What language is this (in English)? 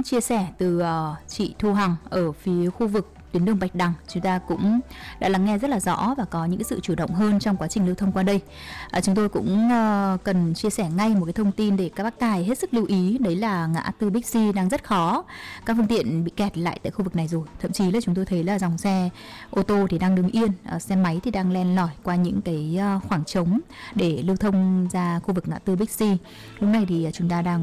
Vietnamese